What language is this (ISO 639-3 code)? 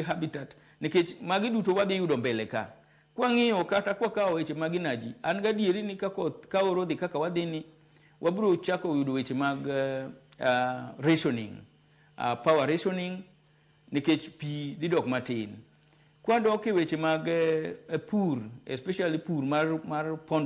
luo